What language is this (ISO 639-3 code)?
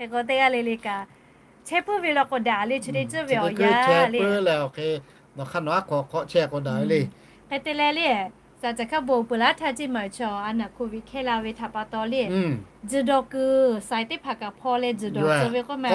lhu